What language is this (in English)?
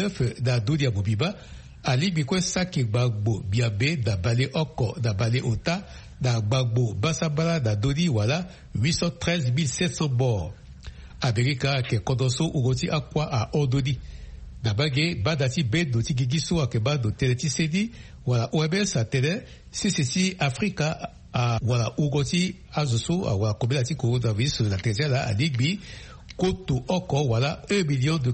Sango